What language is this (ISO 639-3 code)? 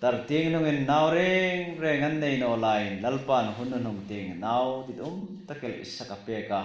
hmr